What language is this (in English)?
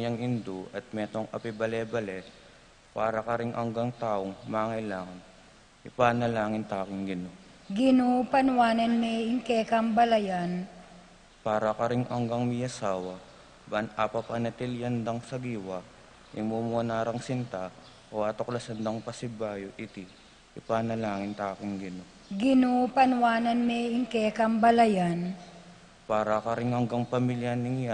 Pampanga